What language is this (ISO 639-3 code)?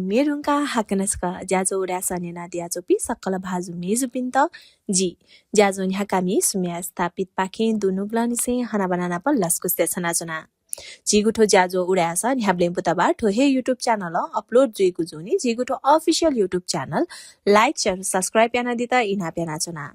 new